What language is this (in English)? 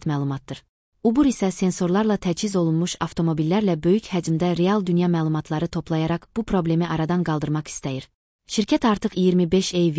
Azerbaijani